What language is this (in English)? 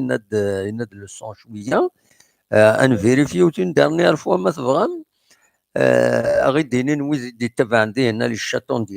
Kabyle